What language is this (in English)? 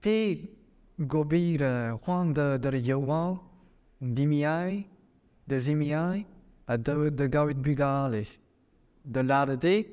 Breton